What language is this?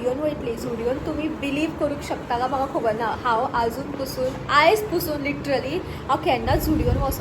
Konkani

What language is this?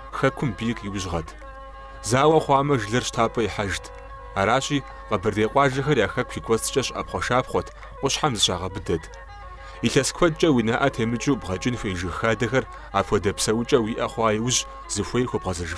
Kabardian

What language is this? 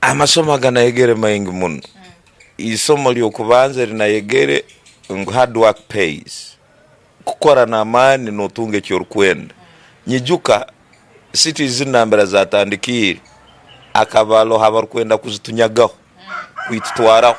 Tooro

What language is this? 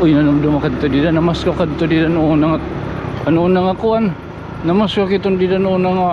Waray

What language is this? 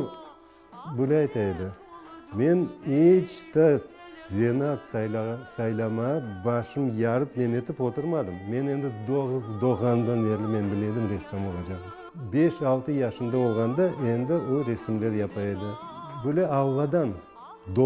Crimean Tatar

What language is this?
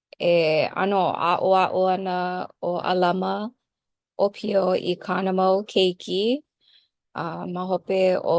Hawaiian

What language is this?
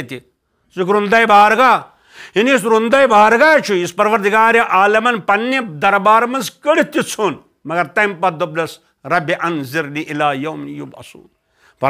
Kashmiri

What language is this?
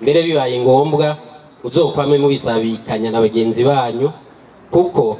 Rundi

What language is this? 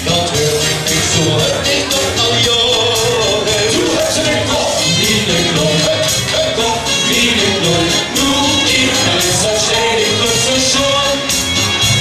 Limburgish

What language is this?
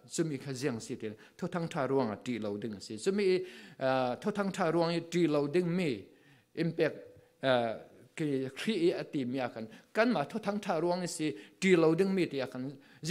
Falam Chin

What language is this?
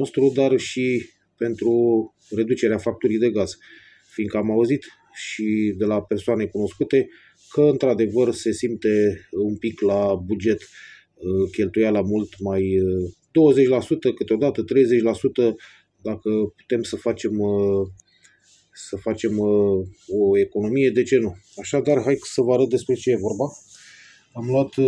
Romanian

